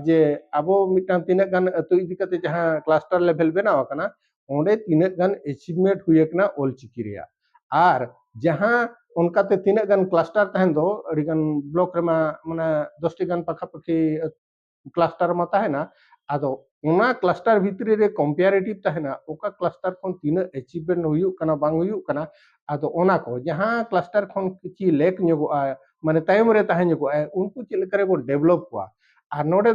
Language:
Santali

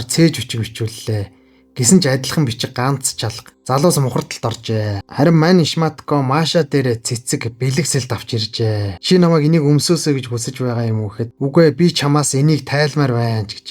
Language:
Mongolian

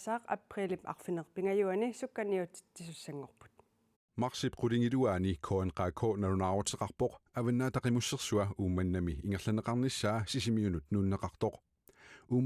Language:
Kalaallisut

